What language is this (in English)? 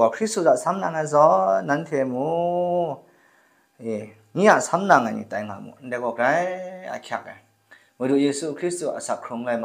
Kachin